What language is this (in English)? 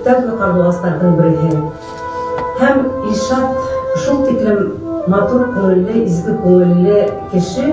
Bashkir